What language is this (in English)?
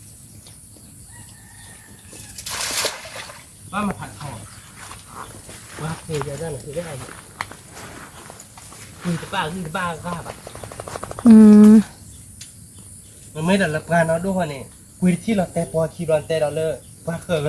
S'gaw Karen